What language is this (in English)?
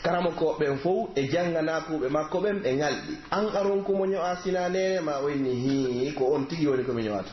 Pular